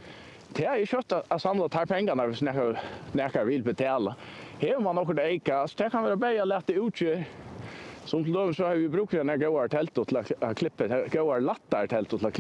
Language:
Faroese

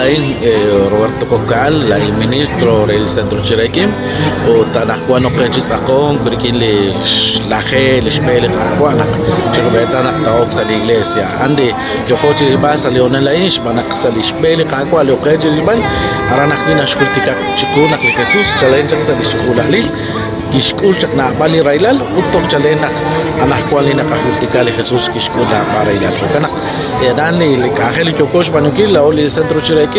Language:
Kekchí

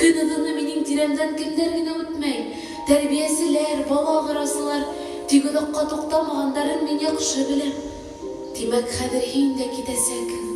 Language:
Bashkir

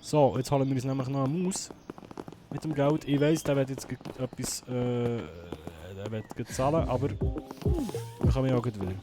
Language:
Swiss German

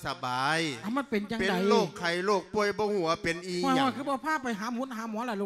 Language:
Lao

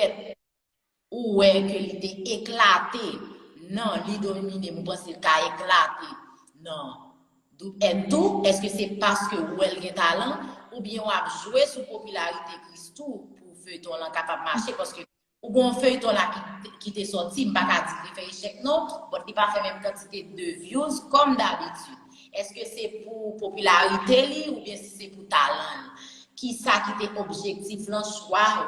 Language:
Haitian Creole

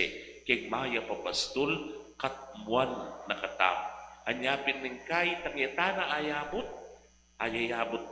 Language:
Pampanga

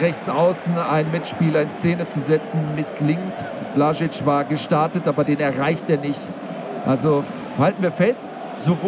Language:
German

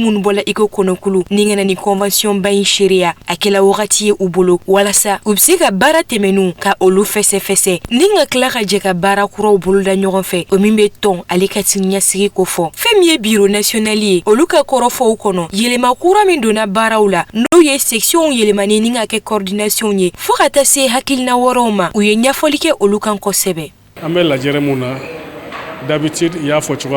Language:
Bambara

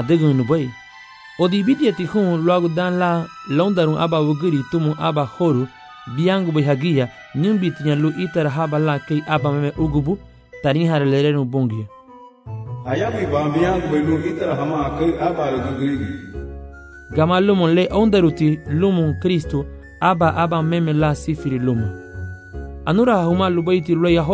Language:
Garifuna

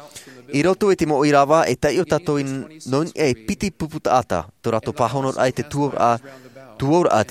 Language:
Tahitian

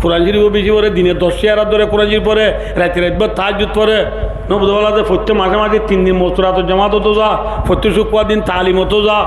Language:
Rohingya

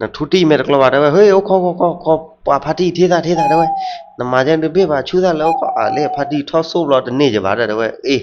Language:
S'gaw Karen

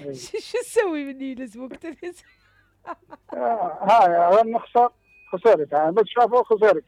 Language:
Mesopotamian Arabic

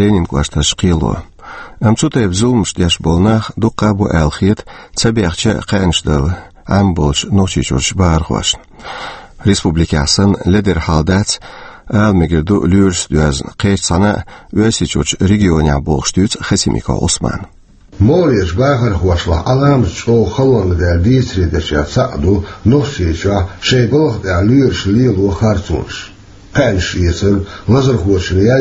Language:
Chechen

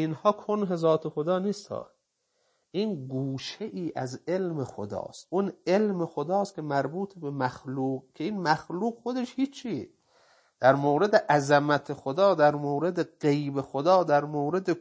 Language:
Persian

